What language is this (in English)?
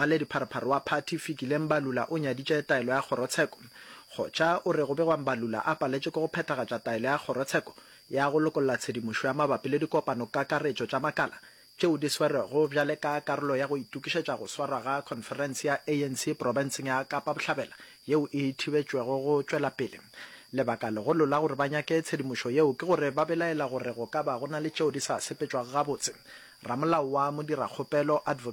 Northern Sotho